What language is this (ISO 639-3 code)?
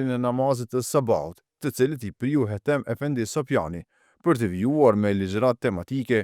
sqi